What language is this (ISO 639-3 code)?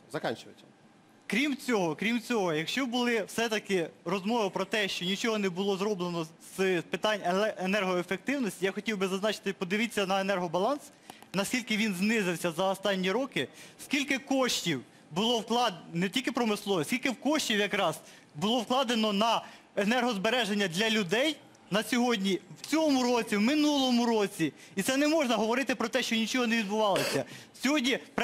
ukr